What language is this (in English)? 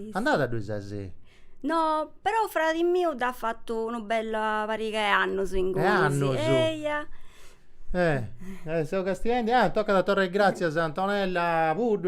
Sardinian